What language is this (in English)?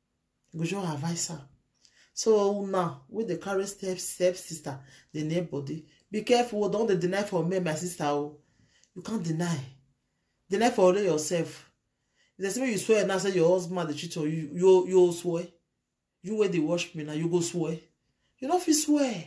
Nigerian Pidgin